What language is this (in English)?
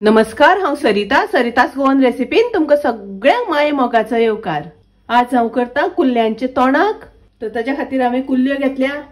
Konkani